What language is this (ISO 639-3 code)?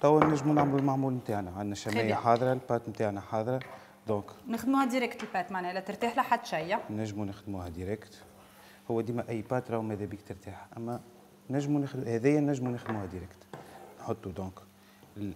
aeb